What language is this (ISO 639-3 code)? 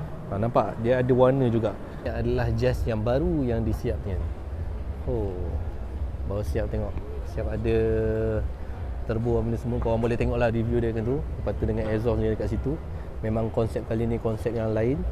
msa